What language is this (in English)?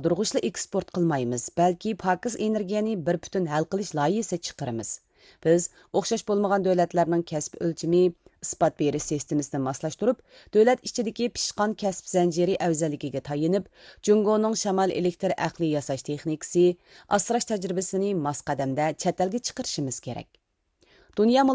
Uyghur